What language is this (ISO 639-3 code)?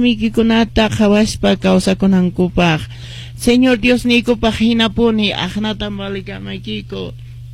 que